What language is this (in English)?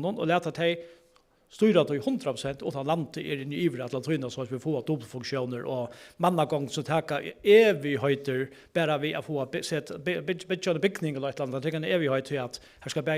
Faroese